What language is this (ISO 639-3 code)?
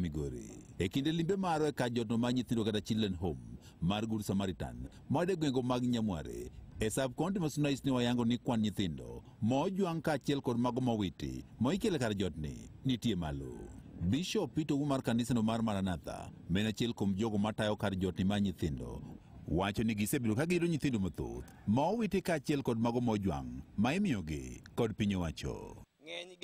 luo